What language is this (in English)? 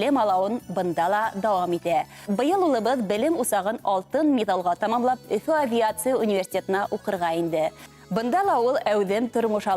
Bashkir